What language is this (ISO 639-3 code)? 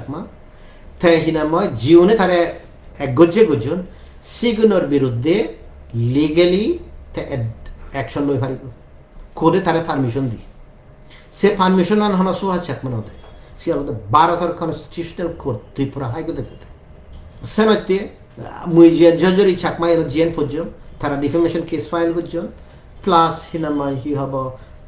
ccp